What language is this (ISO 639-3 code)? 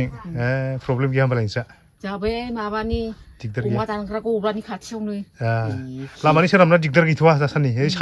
brx